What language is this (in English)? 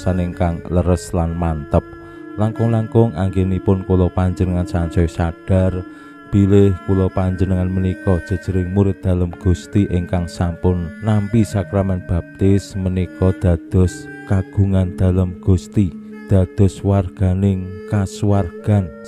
Javanese